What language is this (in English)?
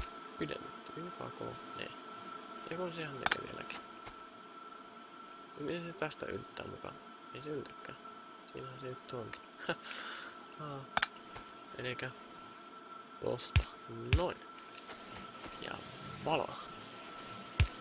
Finnish